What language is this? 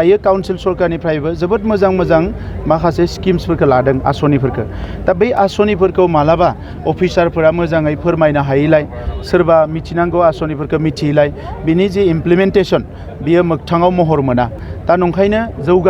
Bodo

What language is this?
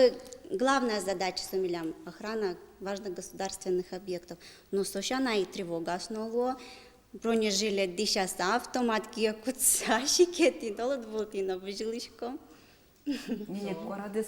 Udmurt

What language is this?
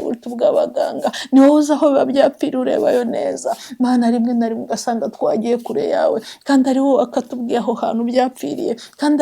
Kinyarwanda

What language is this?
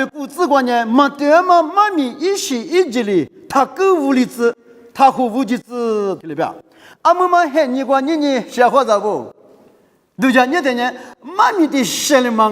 Lisu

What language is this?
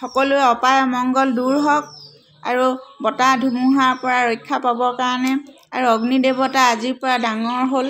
Assamese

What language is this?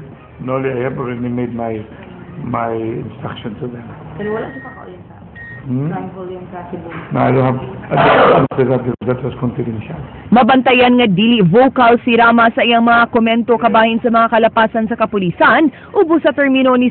Cebuano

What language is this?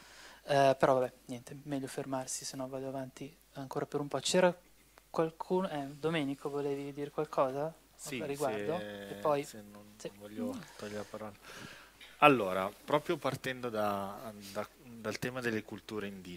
Italian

